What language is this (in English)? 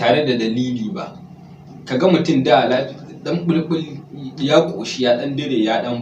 Hausa